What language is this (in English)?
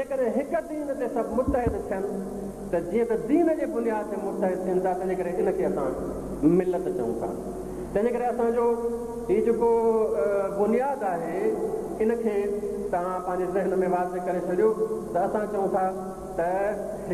Sindhi